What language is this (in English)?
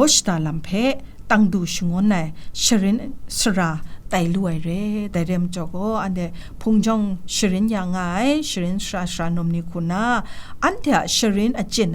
Kachin